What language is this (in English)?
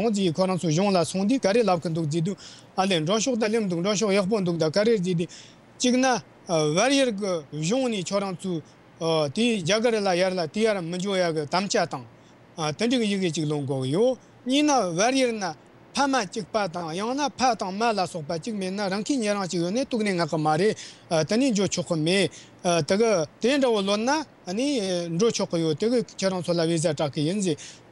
Tibetan